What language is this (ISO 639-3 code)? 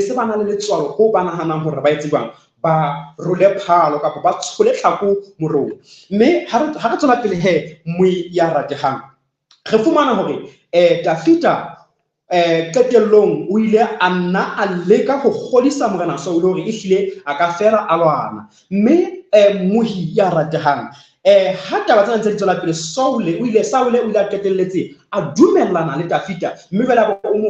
sot